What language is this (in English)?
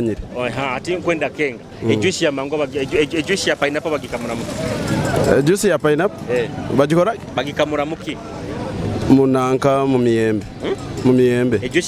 Nyoro